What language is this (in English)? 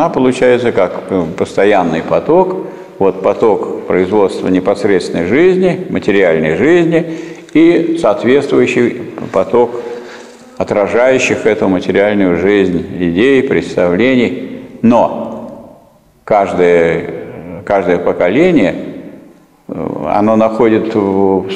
Russian